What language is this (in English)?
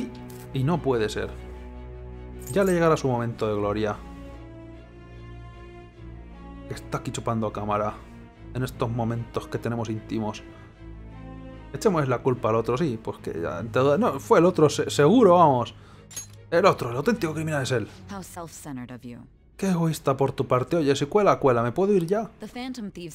Spanish